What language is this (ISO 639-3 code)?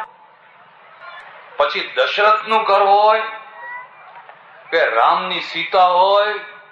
guj